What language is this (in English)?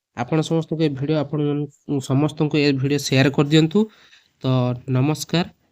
Odia